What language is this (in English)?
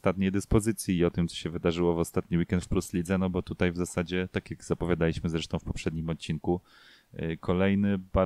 Polish